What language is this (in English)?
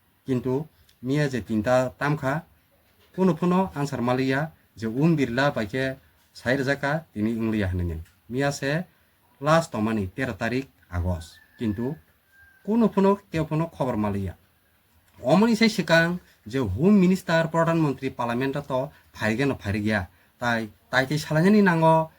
Kok Borok